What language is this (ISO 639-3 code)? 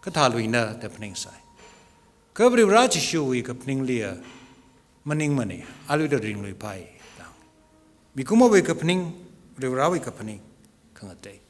nmf